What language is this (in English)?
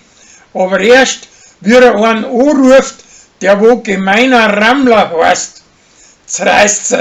Bavarian